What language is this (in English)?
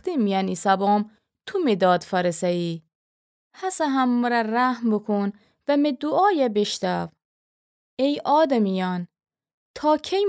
Gilaki